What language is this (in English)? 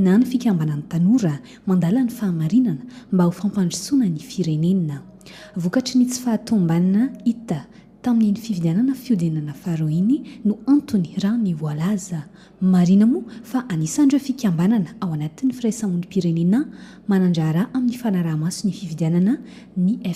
Malagasy